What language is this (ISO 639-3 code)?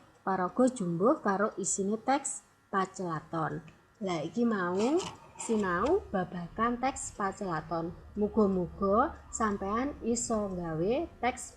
jav